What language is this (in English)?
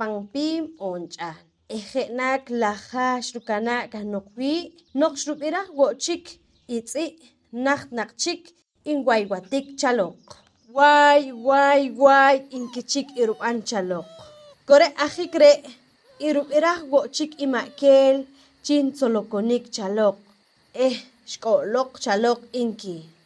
Poqomchi'